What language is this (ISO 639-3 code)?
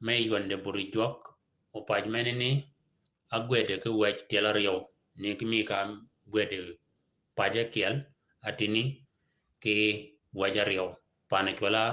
shk